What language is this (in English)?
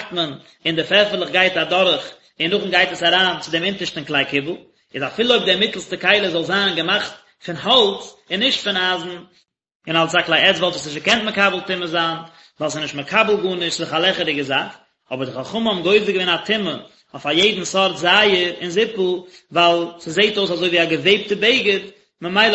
Yiddish